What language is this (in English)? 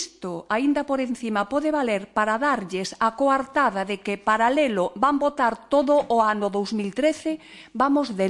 Galician